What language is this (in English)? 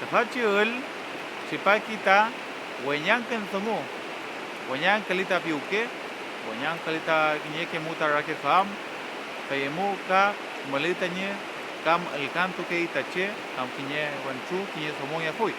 Mapuche